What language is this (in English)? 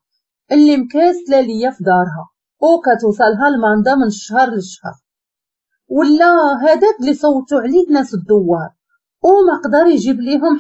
Moroccan Arabic